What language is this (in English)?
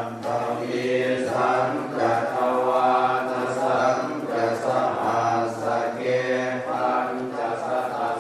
Pali